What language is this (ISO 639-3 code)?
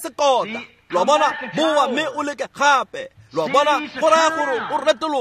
tsn